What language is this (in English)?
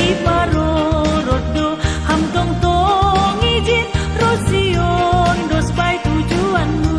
Batak Simalungun